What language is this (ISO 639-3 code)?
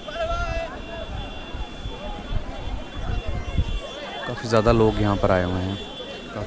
hin